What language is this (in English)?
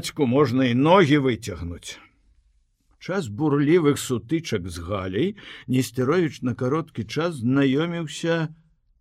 Belarusian